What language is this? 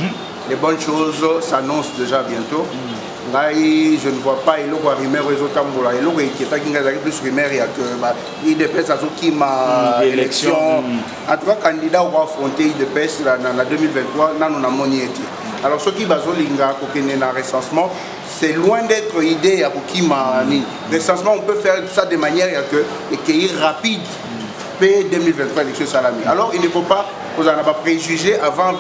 Lingala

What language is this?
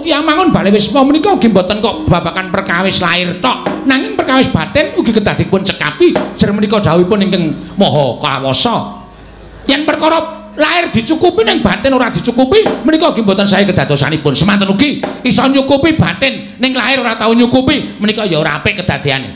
Javanese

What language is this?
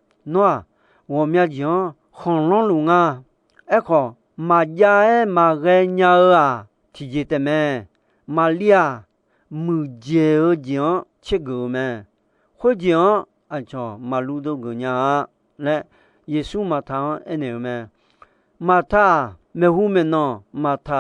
Akha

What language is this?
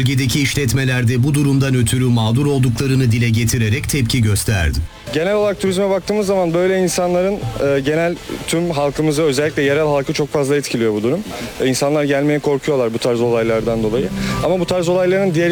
Turkish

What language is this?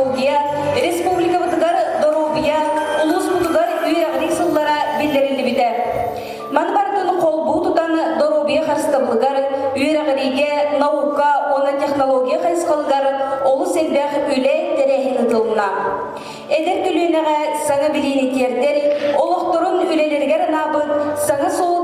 Yakut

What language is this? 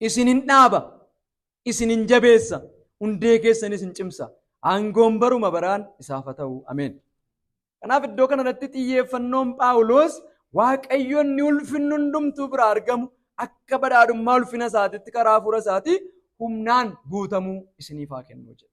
Oromo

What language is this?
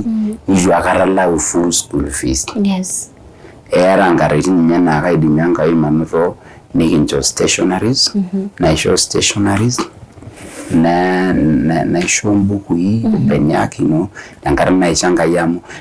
Masai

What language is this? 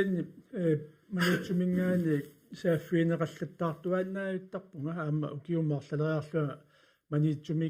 Kalaallisut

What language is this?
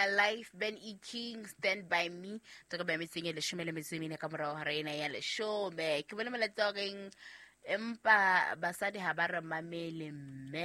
Southern Sotho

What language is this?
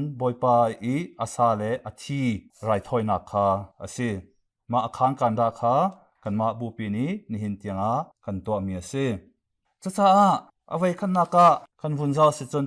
Hakha Chin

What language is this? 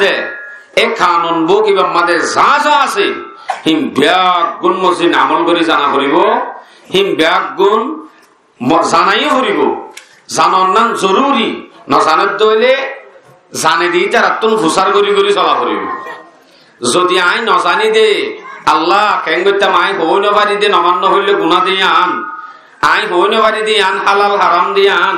Rohingya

